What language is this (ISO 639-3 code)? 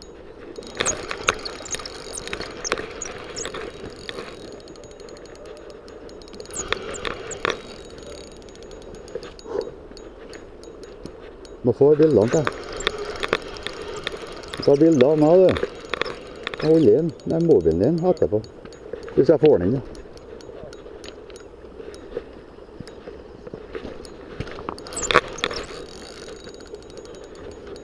nor